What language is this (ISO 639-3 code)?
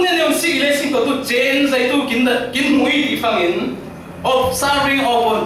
cfm